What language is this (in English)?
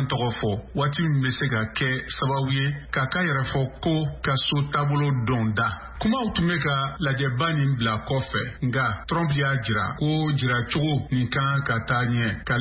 Bambara